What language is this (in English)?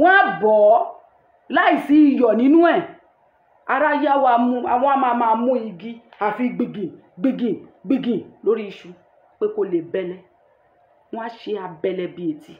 Yoruba